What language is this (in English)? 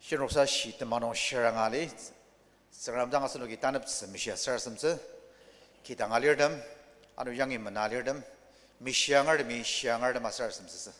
Ao Naga